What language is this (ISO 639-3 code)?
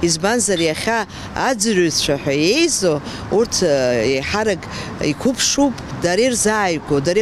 abk